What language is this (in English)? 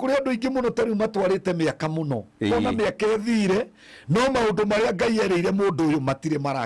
Kikuyu